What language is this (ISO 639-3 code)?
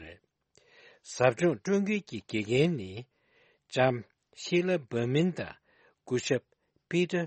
bod